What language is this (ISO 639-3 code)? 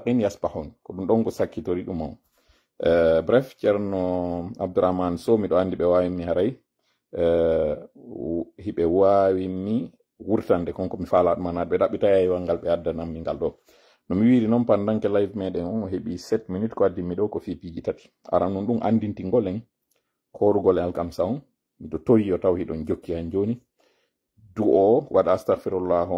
ful